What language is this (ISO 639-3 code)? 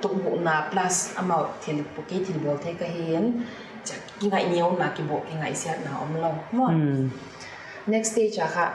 pck